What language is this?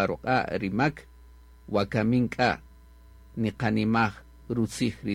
Kaqchikel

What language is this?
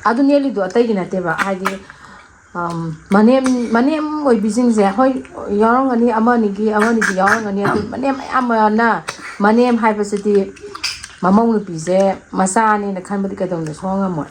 Manipuri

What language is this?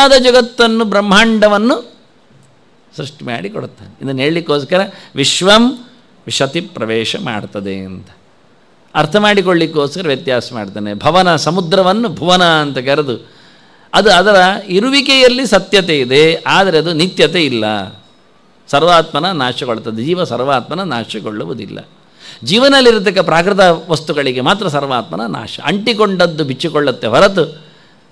Kannada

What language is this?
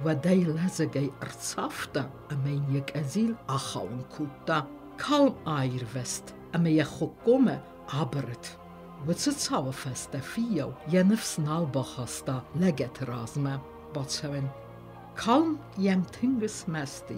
Ossetic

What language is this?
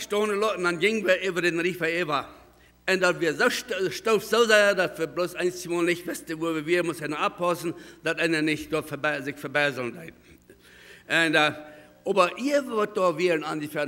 Plautdietsch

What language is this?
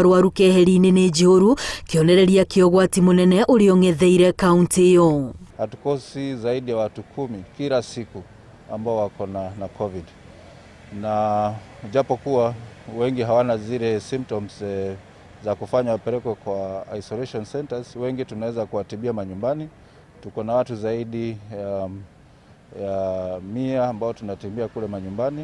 Kikuyu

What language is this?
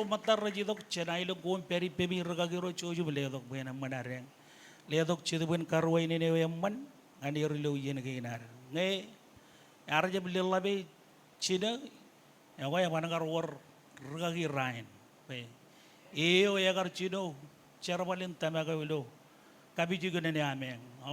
Marshallese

